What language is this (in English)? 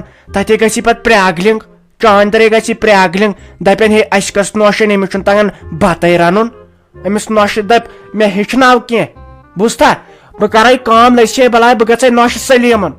Kashmiri